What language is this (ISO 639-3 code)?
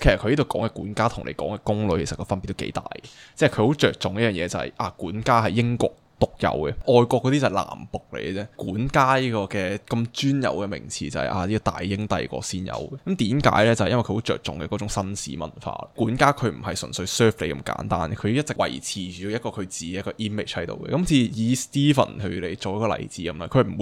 yue